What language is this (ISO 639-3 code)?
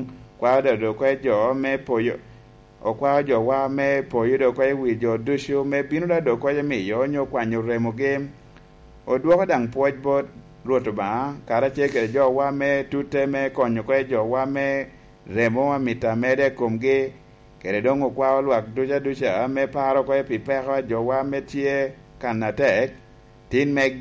laj